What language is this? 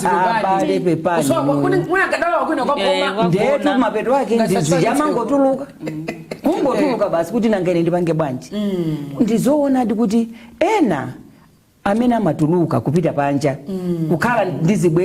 Nyanja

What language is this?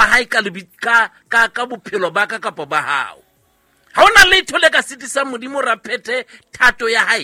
Southern Sotho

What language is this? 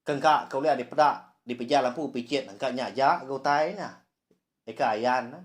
Iban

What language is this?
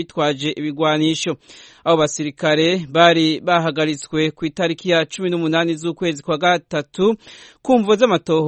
Kinyarwanda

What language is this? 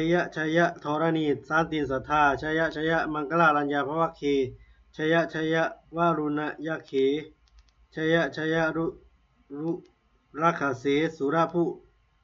Pali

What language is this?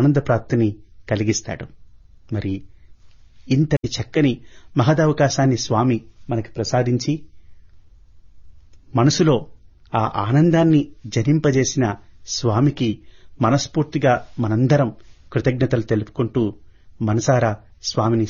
Telugu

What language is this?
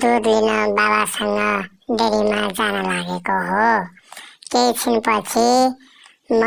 Nepali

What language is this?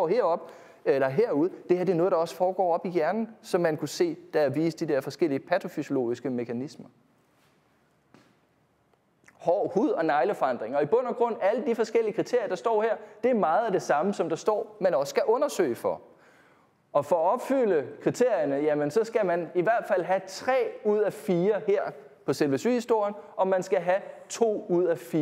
Danish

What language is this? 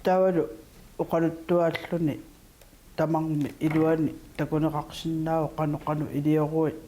Kalaallisut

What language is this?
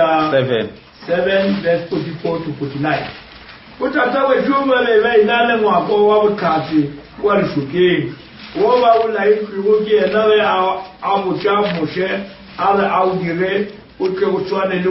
Northern Sotho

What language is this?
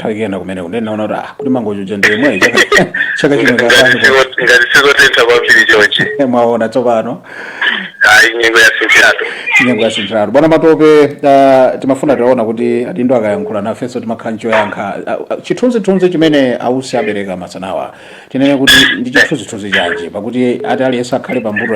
Nyanja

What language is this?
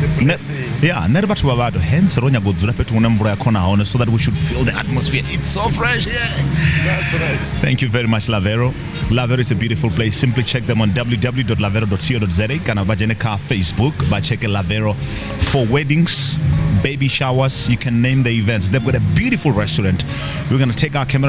Venda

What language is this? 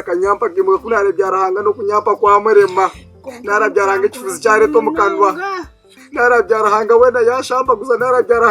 Nyankole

